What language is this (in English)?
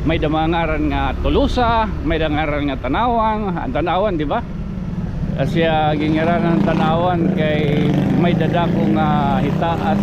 Waray